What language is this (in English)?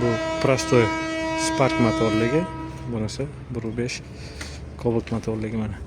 Uzbek